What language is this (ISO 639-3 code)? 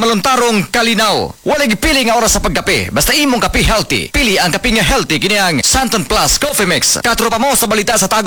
ceb